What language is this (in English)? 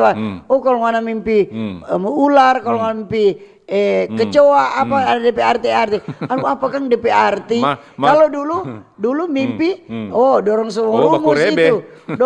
Manado Malay